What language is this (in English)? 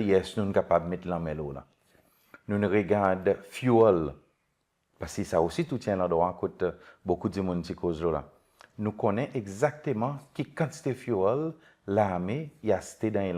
Seselwa Creole French